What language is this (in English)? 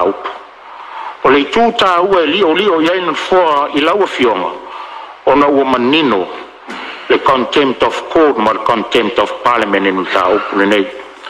Samoan